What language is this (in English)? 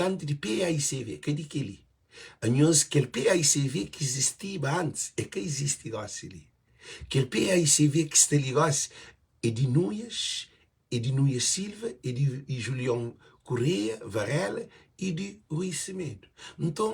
Kabuverdianu